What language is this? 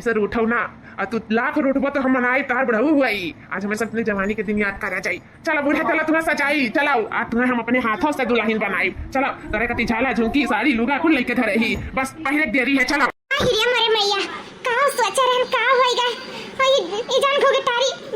Awadhi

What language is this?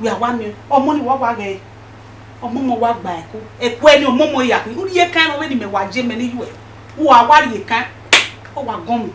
Bini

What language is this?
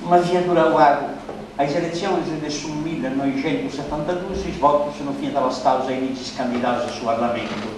Sardinian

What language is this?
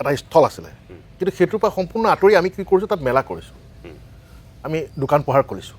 Assamese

